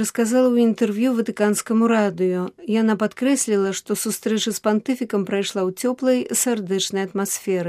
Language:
Belarusian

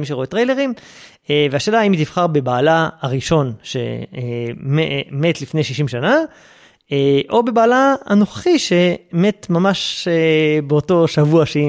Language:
Hebrew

